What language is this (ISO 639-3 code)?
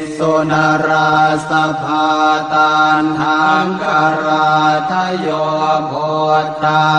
pli